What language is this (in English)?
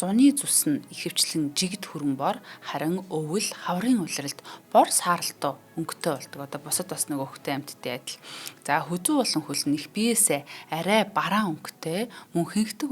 Mongolian